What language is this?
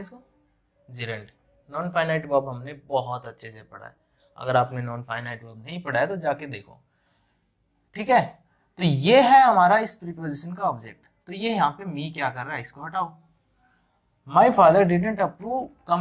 Hindi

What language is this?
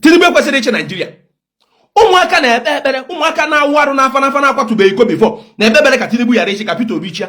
Igbo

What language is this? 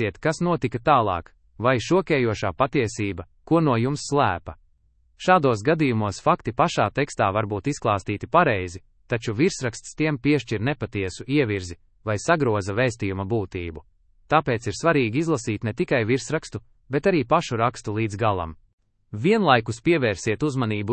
Latvian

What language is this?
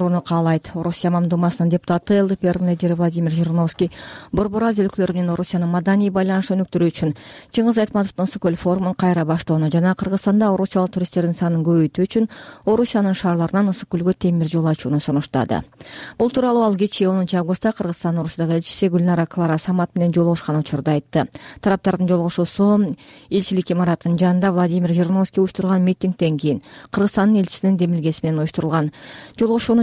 Kyrgyz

